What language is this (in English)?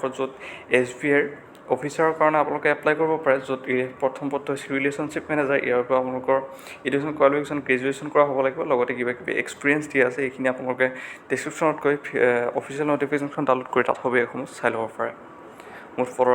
Assamese